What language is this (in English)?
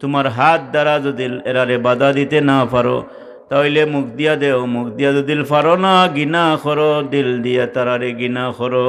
Sylheti